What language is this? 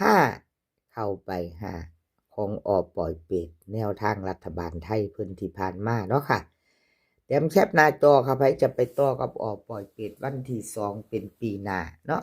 Northeastern Thai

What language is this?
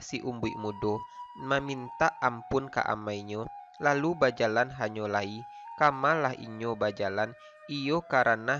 Minangkabau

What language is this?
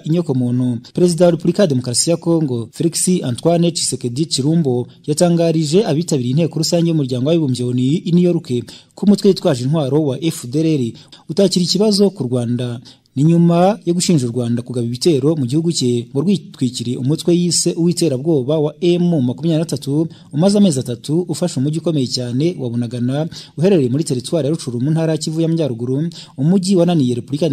Kinyarwanda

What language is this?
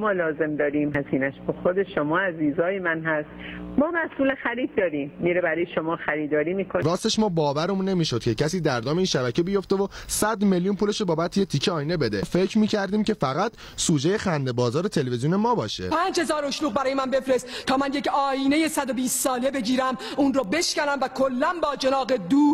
Persian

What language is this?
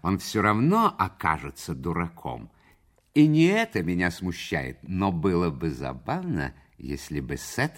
Russian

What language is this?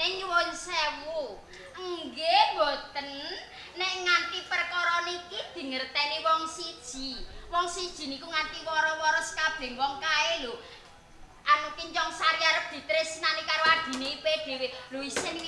Javanese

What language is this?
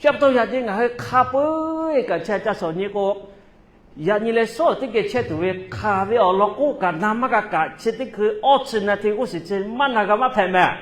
Lahu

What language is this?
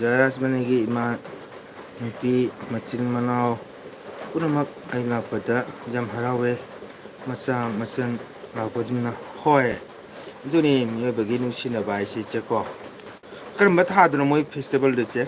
Manipuri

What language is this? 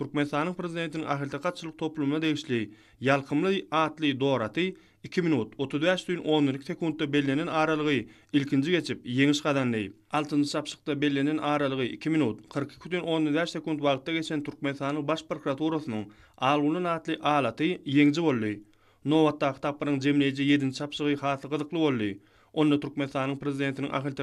Turkmen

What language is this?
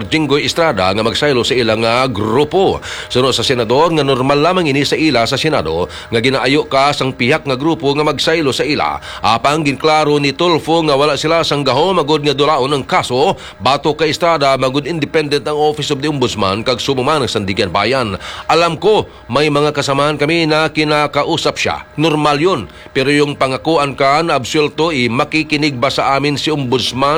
Hiligaynon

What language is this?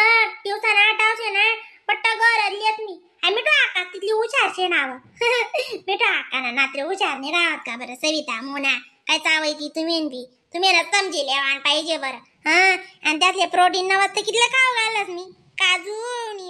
Khandesi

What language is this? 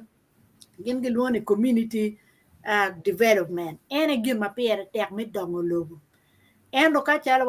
Acoli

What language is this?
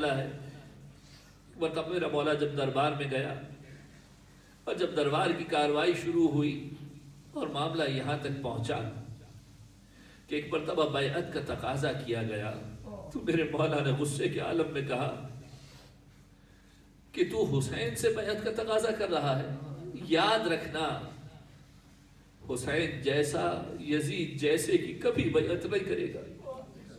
Urdu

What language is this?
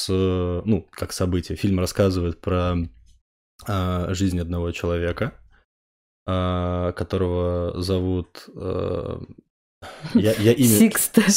Russian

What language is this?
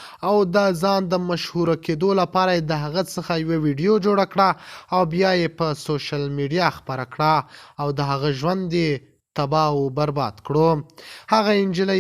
Pashto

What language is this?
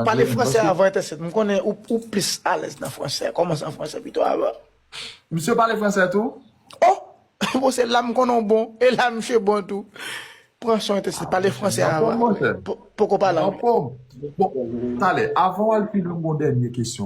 Haitian Creole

